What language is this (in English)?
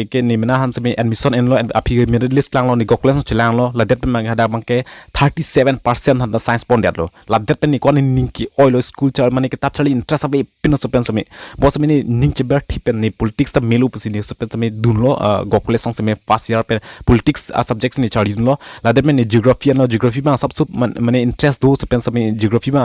Karbi